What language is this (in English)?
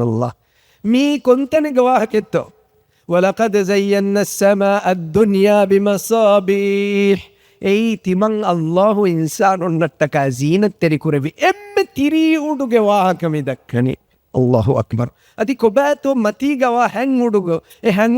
Divehi